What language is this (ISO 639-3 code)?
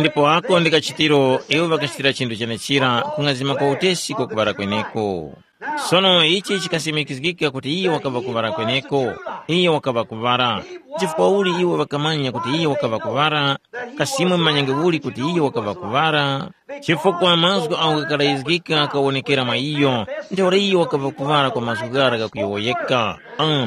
tum